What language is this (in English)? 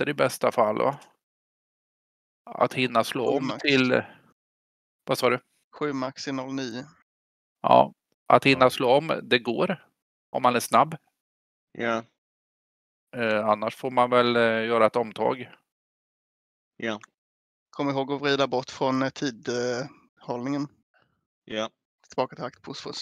Swedish